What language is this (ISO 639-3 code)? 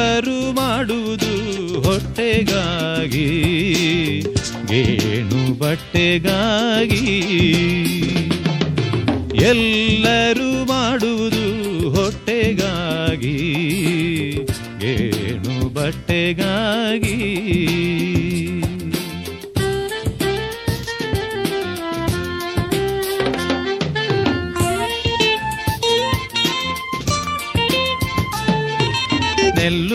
kan